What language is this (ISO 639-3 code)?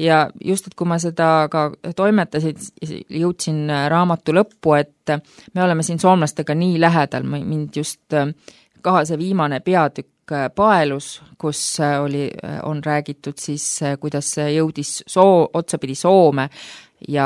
est